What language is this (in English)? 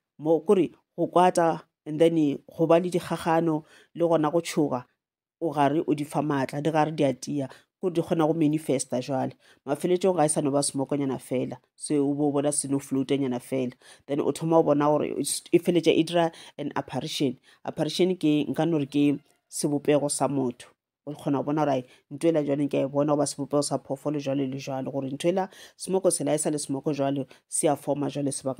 Northern Sotho